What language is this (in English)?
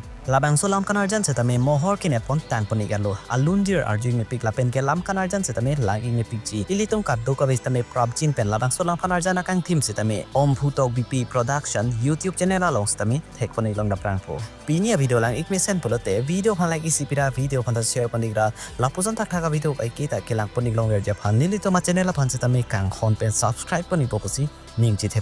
Karbi